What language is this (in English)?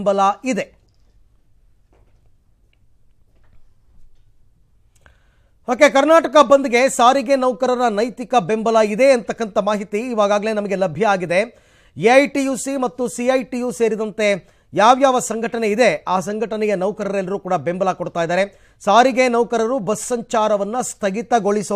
Kannada